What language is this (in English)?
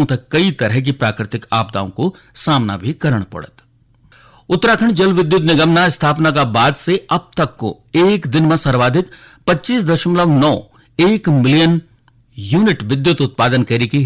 Garhwali